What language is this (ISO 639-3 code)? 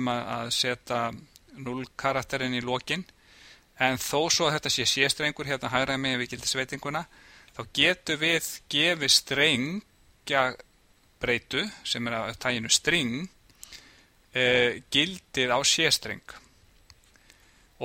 isl